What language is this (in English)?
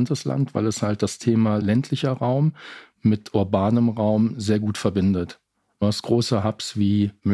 German